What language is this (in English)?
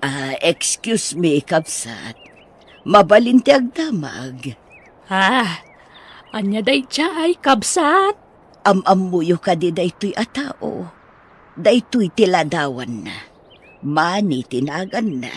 Iloko